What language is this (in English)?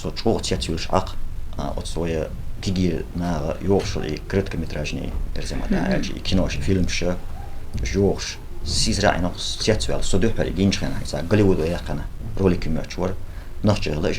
Chechen